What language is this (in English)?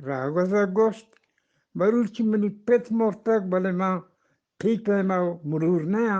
Eastern Balochi